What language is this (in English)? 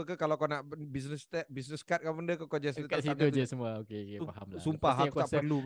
Malay